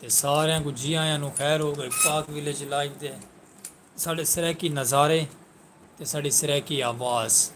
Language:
Saraiki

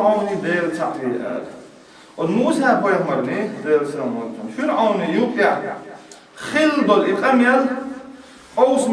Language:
Chechen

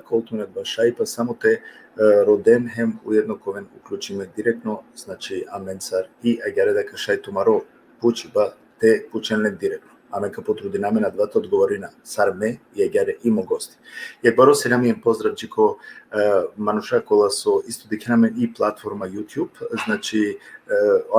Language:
Balkan Romani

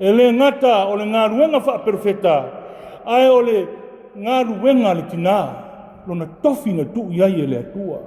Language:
Samoan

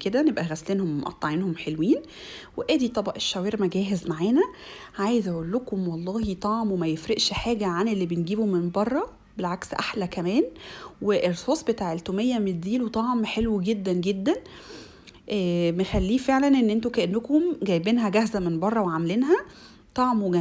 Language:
Egyptian Arabic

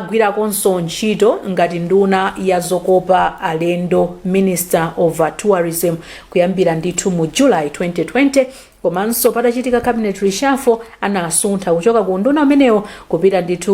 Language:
Nyanja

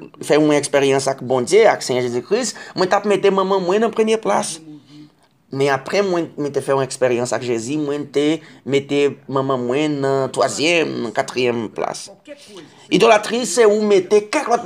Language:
Haitian Creole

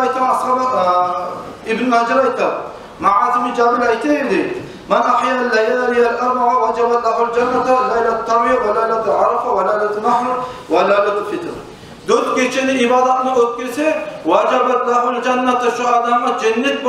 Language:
Kumyk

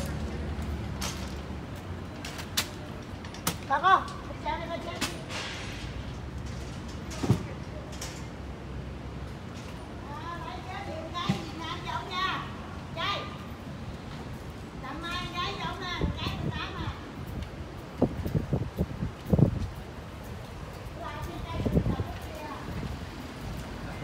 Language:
Vietnamese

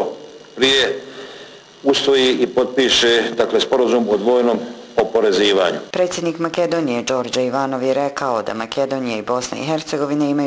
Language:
Bosnian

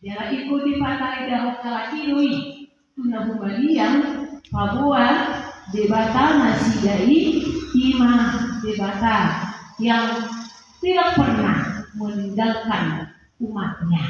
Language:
Batak Toba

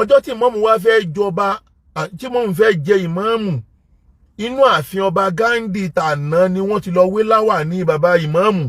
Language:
Yoruba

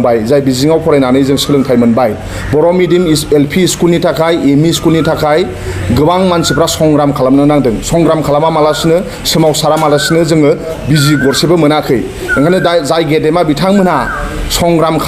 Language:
Bodo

